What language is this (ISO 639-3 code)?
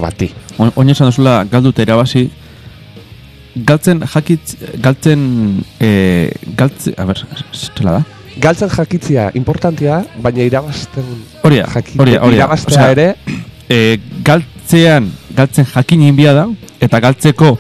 eus